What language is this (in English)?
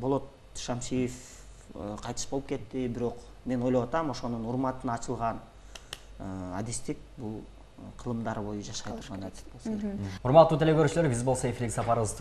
Kyrgyz